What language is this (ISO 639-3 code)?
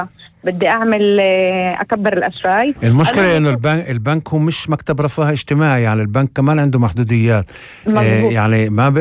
apc